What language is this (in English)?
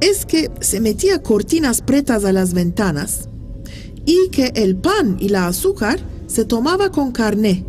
Ladino